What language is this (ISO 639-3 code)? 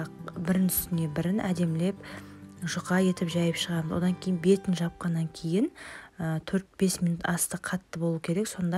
kaz